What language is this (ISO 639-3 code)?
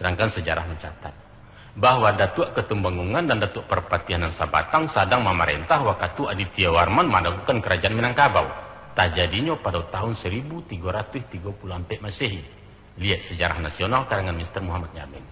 min